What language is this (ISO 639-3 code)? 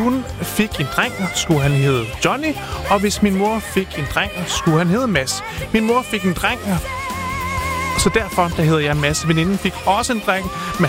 dan